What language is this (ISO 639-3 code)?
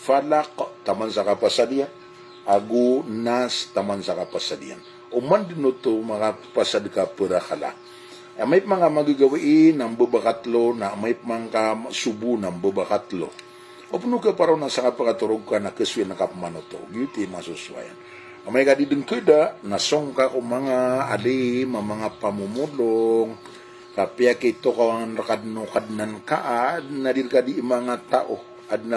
mrw